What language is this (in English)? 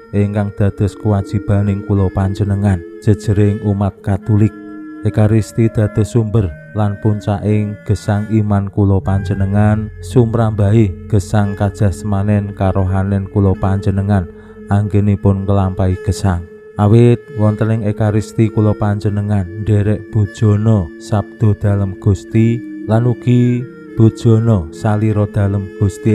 Javanese